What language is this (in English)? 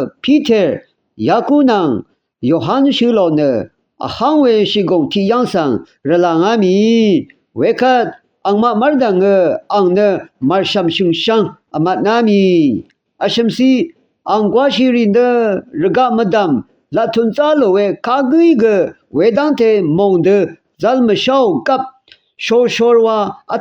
Rawang